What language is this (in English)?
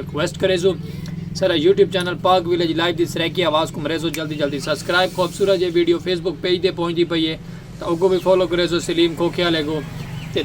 Saraiki